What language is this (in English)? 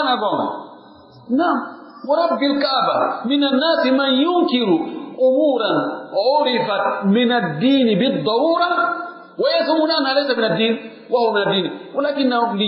Pular